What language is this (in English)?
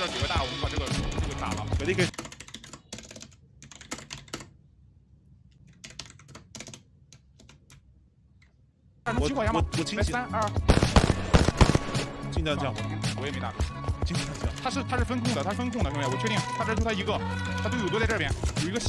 Chinese